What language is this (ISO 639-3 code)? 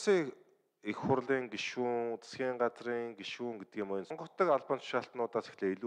mon